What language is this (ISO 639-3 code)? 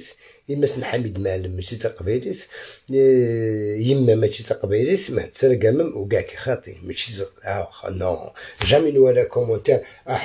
arq